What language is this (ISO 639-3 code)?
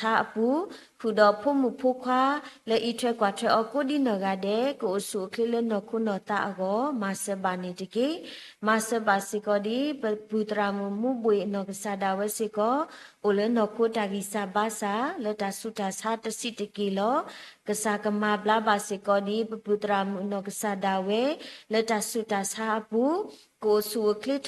ksw